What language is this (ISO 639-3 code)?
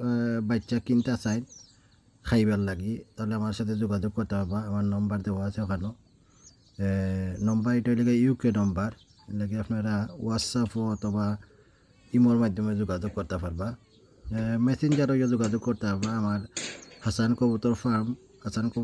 syl